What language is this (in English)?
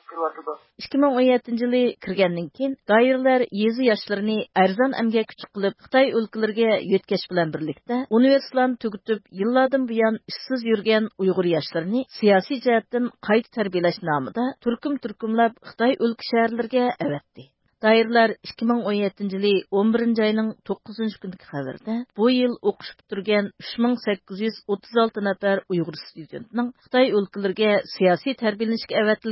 Uyghur